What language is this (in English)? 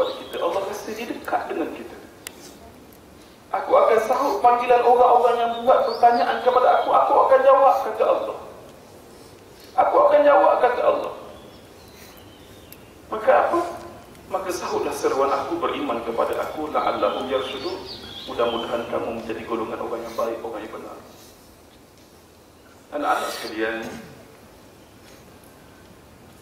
Malay